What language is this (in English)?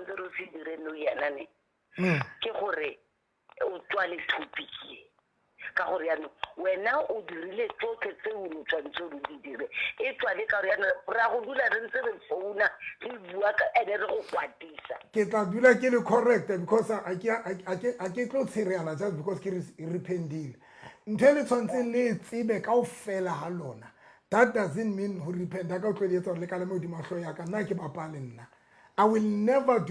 Southern Sotho